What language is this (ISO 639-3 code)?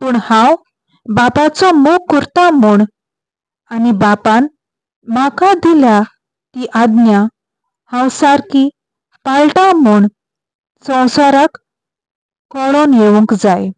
kok